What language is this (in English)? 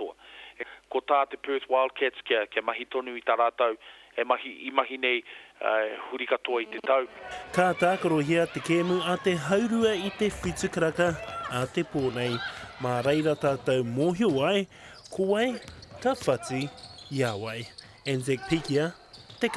Māori